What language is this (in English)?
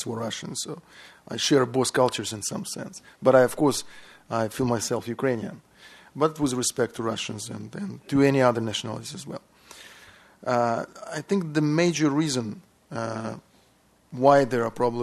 English